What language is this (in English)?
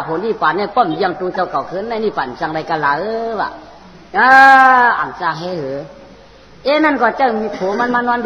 Shan